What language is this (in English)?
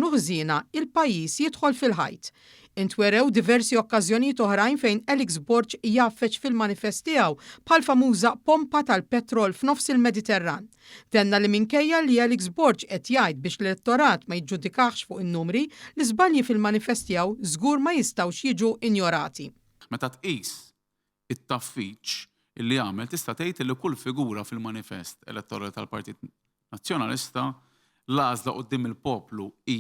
Maltese